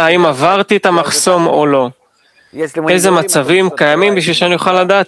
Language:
Hebrew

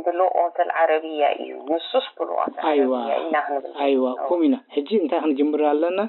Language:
Tigrinya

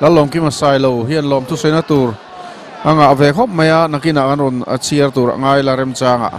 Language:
Mizo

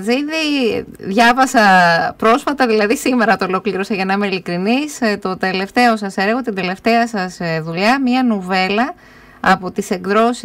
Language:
Greek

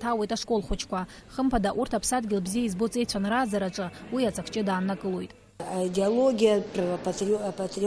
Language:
Abkhazian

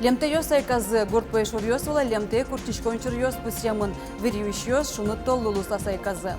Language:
Udmurt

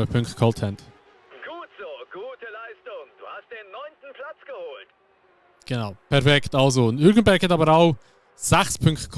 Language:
Swiss German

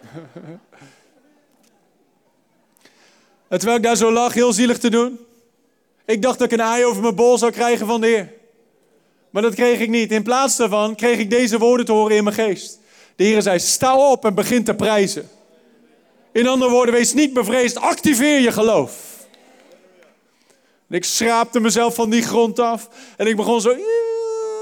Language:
Dutch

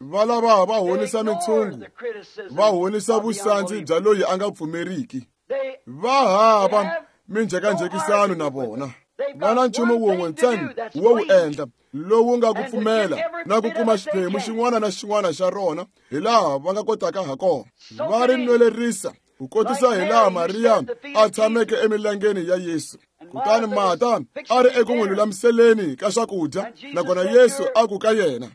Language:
Tsonga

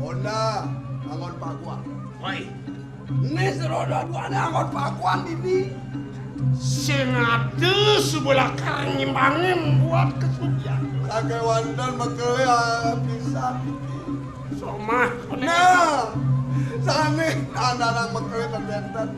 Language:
Balinese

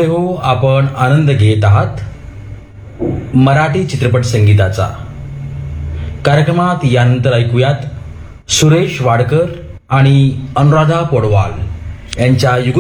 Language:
Marathi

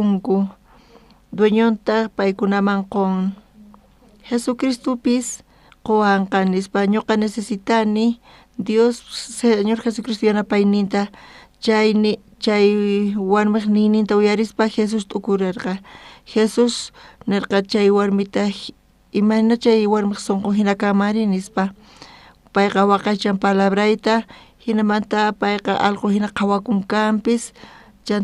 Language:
South Bolivian Quechua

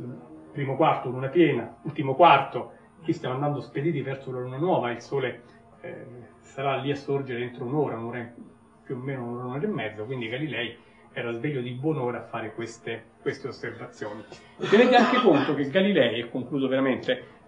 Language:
Italian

